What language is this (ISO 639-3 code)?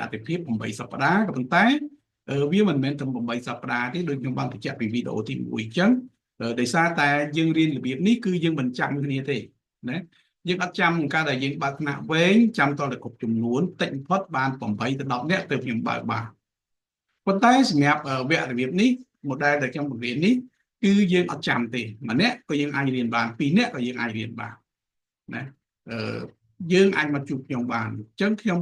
khm